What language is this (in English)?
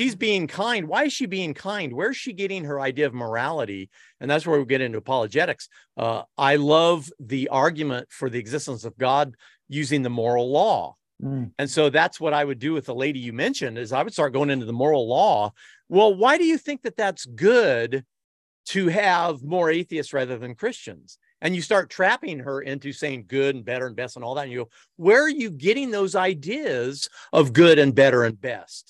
English